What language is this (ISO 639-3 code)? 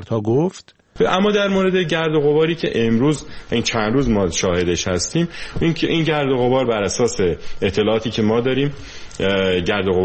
fas